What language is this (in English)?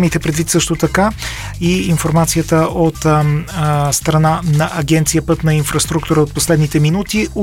Bulgarian